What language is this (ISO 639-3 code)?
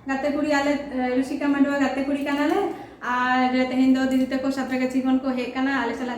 sat